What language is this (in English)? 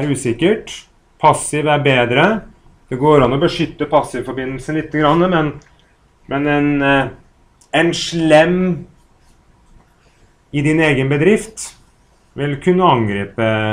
Norwegian